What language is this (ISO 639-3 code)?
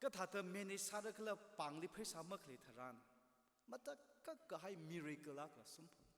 nmf